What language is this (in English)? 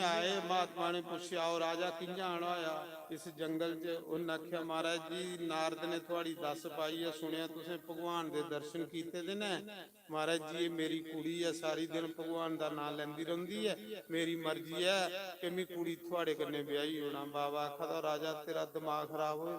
Dogri